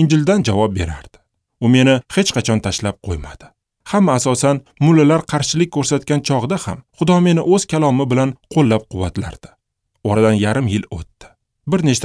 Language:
Uzbek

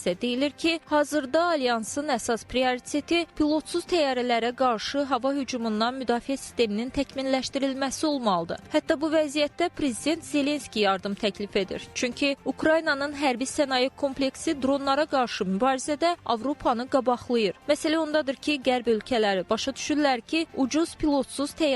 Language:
Azerbaijani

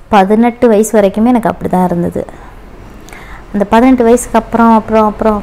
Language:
Tamil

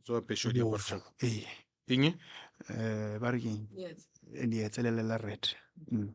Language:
Northern Sotho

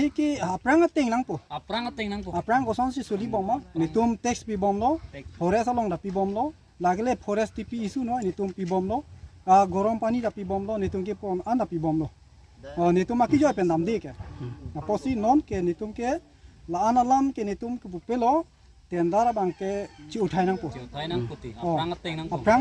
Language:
Karbi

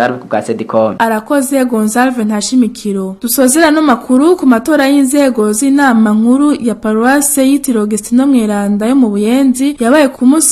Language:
Rundi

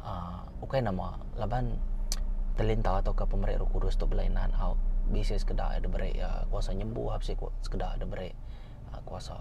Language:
Iban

